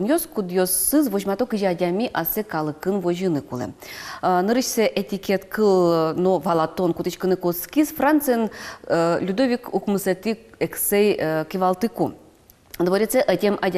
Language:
Udmurt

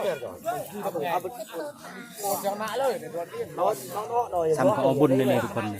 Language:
Lao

